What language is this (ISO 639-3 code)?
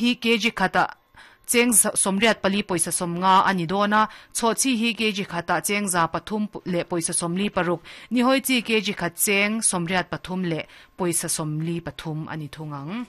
lus